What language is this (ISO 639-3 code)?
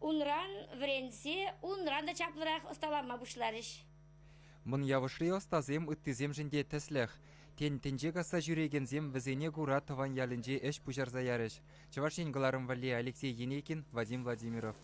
chv